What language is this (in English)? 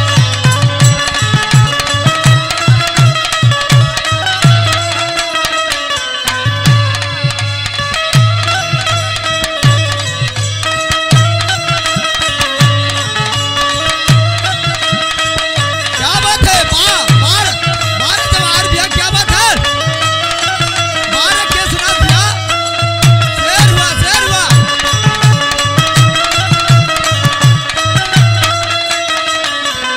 Bhojpuri